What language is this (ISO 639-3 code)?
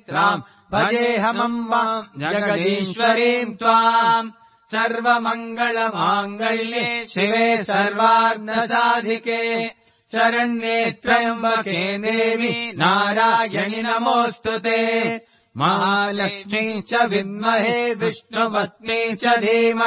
san